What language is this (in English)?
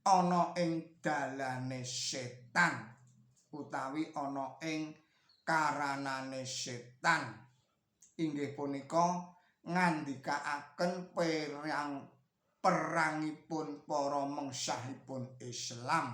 Javanese